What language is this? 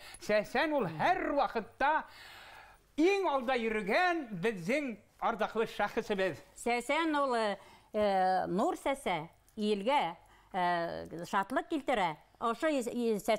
Bashkir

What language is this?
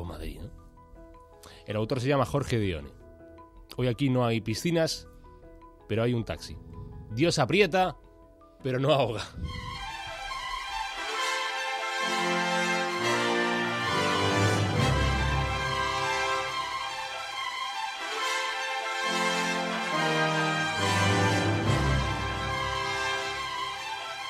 Spanish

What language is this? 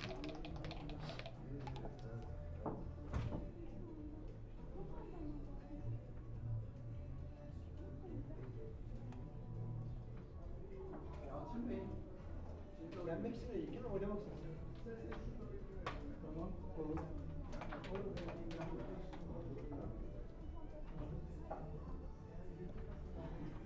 Turkish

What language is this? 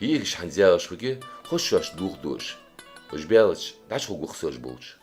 Ingush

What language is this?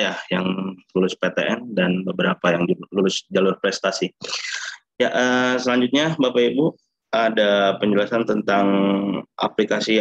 Indonesian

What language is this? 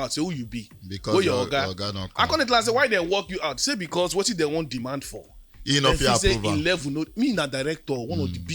Nigerian Pidgin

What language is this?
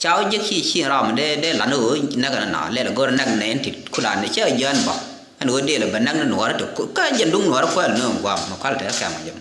Nuer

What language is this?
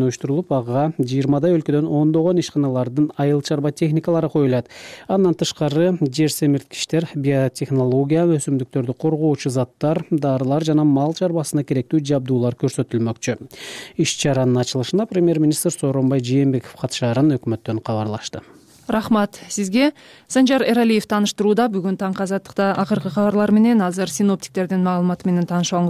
Kyrgyz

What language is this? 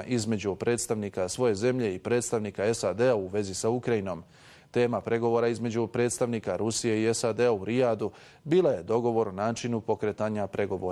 Bosnian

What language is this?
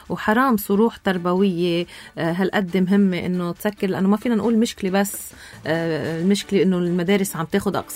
North Levantine Arabic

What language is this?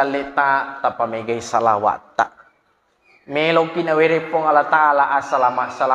Buginese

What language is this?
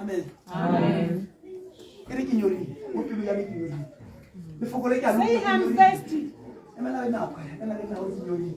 Tswana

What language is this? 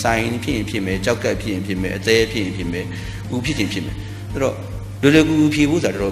Burmese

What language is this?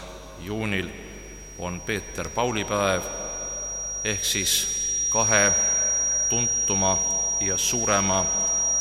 Estonian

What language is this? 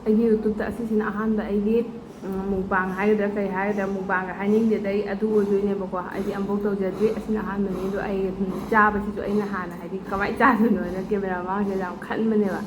Manipuri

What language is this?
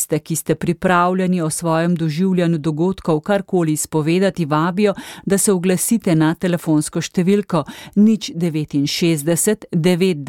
Slovenian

